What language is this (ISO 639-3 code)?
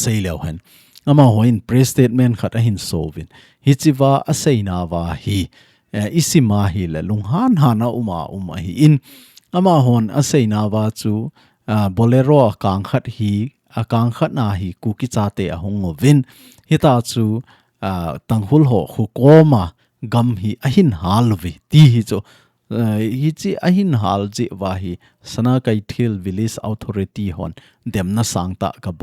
tcz